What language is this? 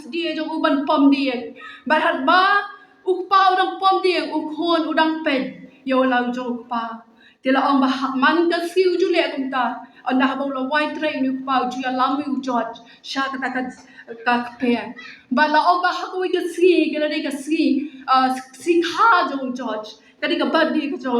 Khasi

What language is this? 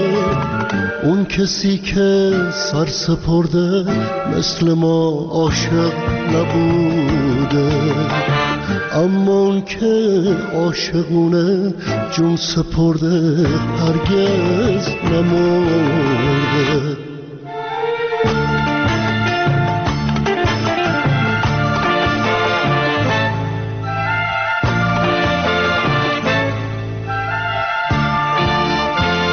Persian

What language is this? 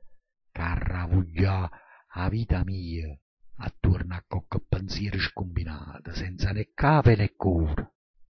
Neapolitan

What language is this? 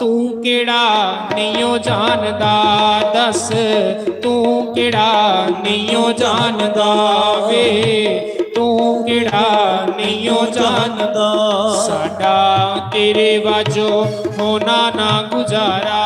Dogri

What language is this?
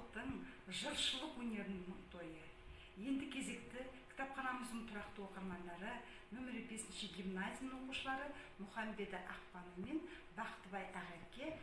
Kazakh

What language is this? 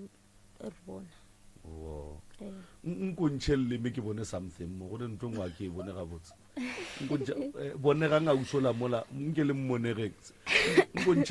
Northern Sotho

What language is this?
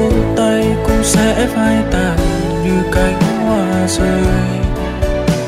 Vietnamese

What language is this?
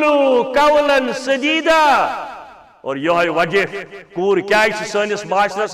Kashmiri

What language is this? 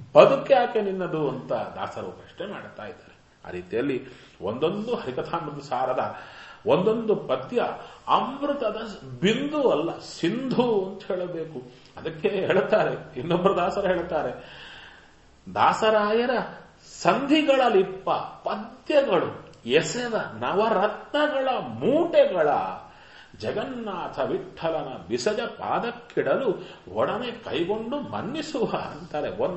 Kannada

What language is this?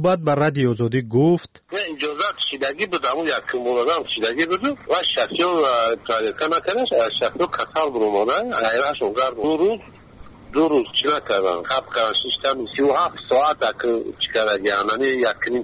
Persian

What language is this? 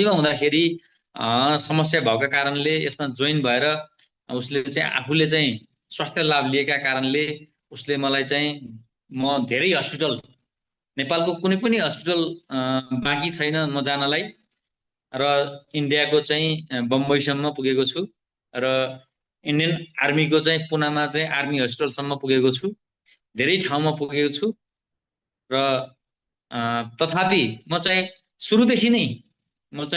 Nepali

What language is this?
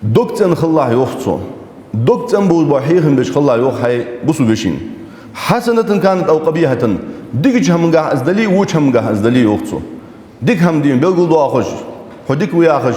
Ingush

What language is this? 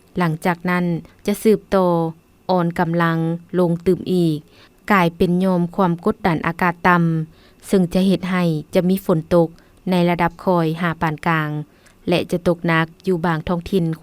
Lao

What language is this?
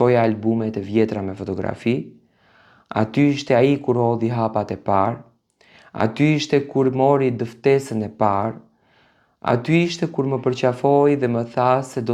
Albanian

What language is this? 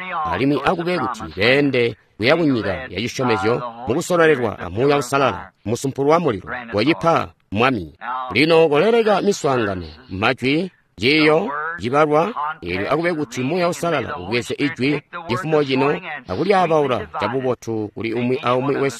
Tonga (Zambia)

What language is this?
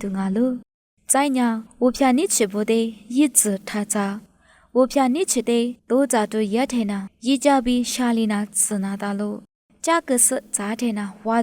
Lisu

